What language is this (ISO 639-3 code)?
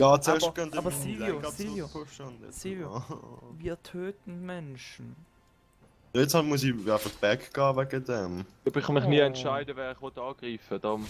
gsw